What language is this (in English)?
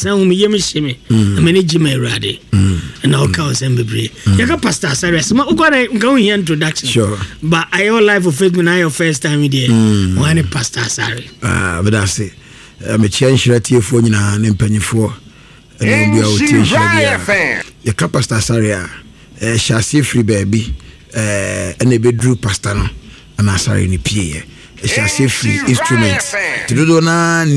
Akan